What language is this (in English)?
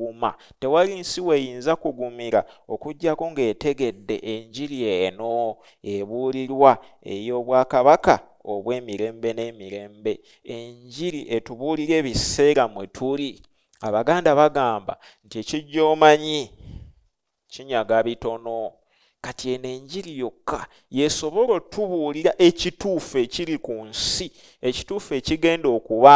Ganda